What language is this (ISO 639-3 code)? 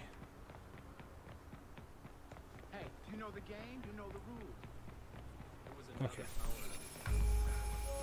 hun